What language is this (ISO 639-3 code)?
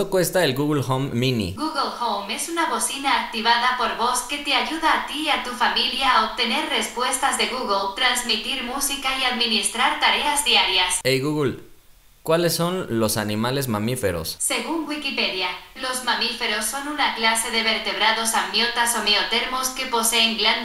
spa